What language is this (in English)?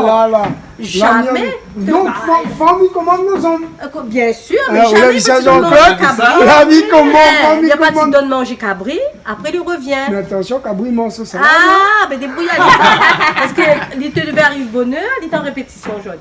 Réunion Creole French